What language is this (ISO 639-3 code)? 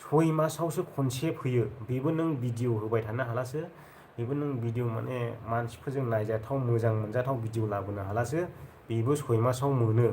brx